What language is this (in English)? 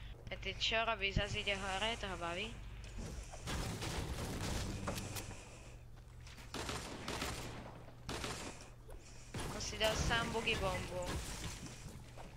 Slovak